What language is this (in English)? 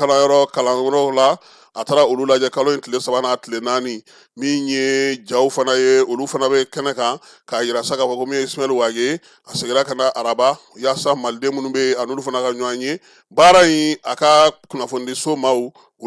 Bambara